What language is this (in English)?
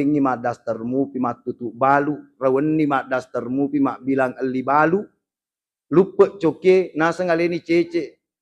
Buginese